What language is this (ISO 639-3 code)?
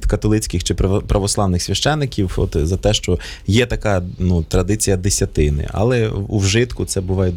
ukr